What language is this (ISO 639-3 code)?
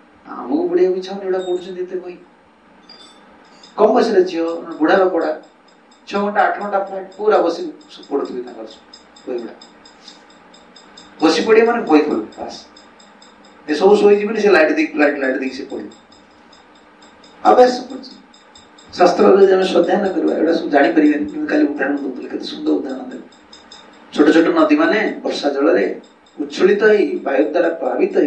ori